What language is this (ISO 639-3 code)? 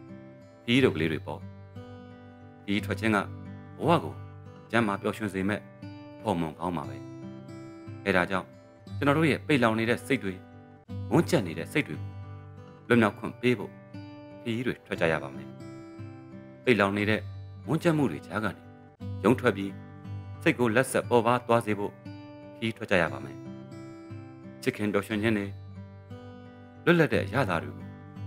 mya